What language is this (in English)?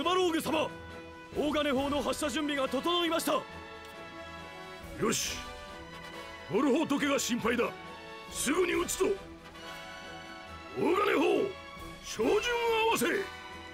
Japanese